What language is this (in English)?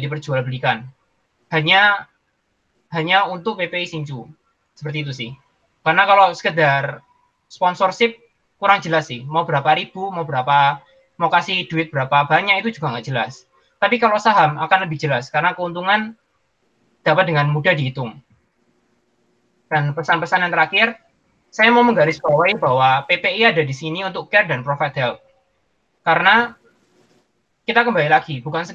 Indonesian